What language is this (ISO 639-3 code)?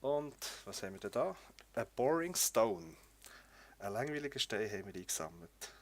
gsw